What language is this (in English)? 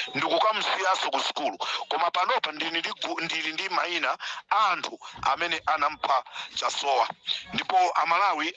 Nyanja